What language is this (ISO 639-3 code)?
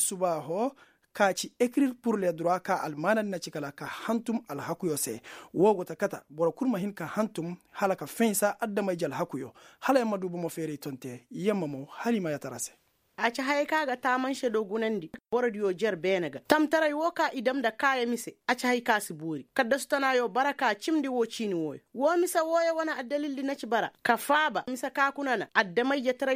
ses